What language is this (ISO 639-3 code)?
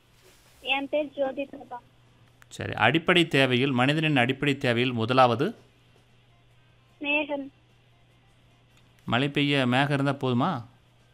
tam